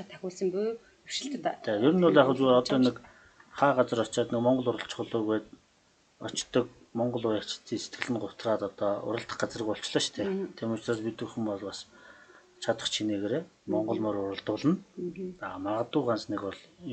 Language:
Mongolian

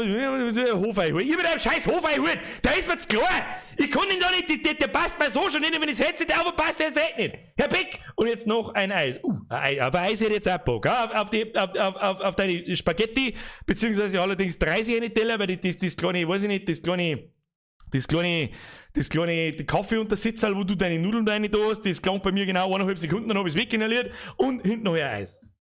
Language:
Bavarian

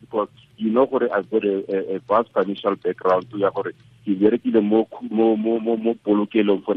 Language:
Tswana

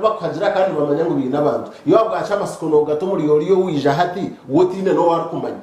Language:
Nyankole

